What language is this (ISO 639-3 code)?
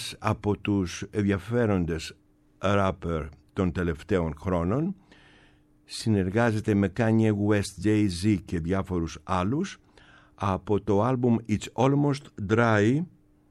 ell